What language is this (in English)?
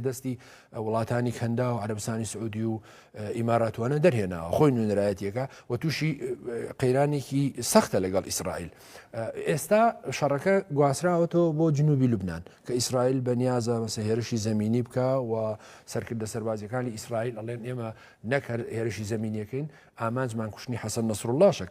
Central Kurdish